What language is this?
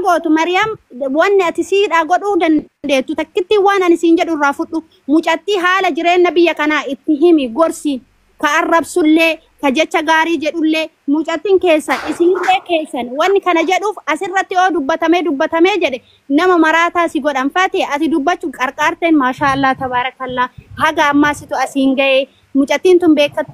Oromo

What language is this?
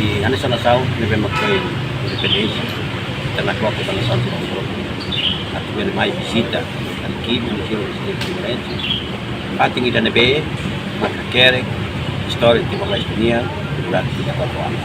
Tetum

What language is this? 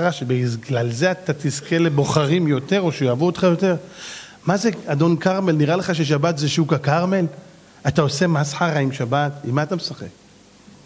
Hebrew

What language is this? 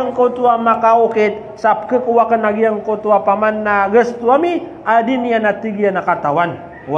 Maranao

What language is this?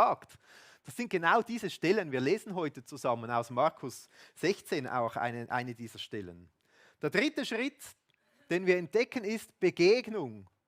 Swiss German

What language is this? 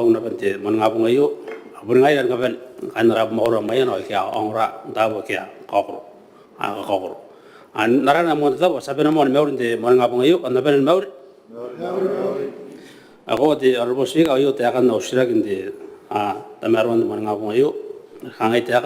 Gilbertese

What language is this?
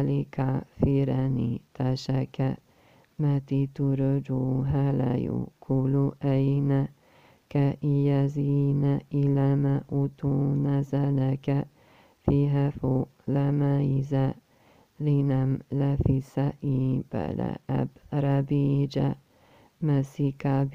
Arabic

